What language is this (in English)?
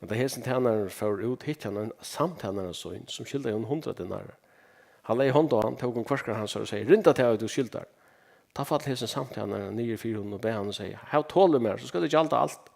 Faroese